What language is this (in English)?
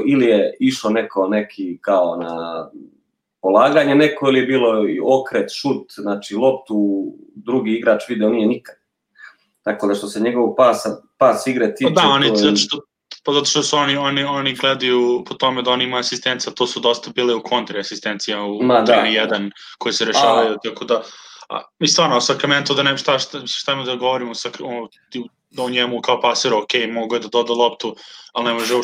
Serbian